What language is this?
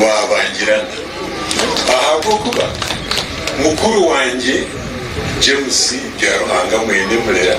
Nyankole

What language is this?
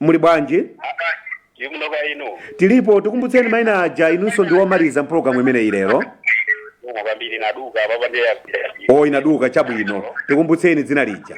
Nyanja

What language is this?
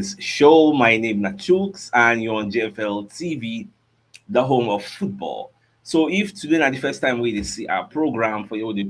Nigerian Pidgin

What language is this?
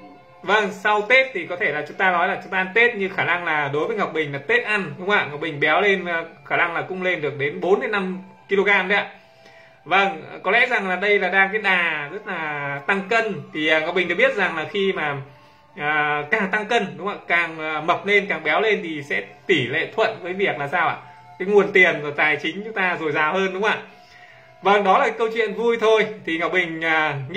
Vietnamese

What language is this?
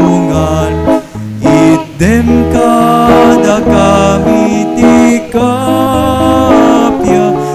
Iloko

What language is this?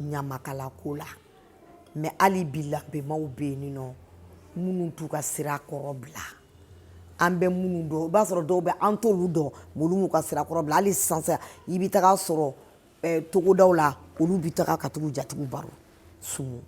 Bambara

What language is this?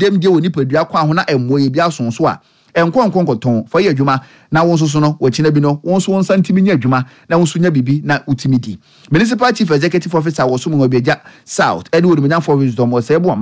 Akan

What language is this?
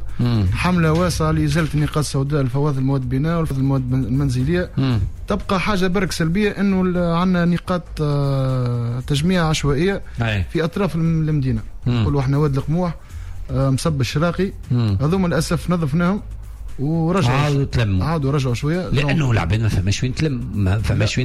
Tunisian Arabic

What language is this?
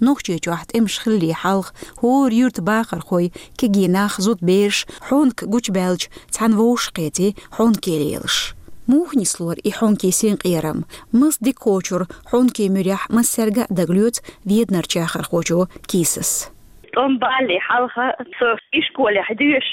Chechen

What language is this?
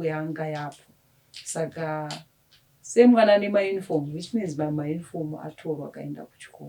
Shona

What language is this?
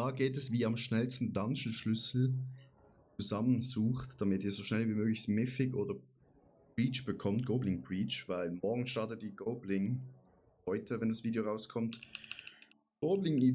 Swiss German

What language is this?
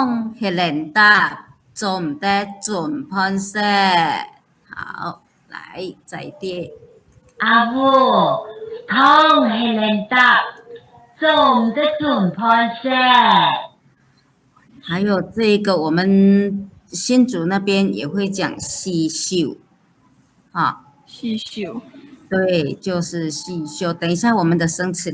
Hakka Chinese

